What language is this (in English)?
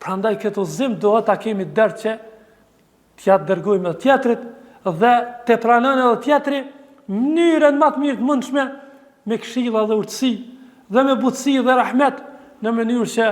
Albanian